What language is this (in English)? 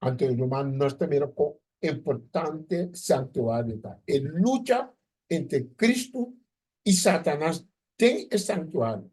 Papiamento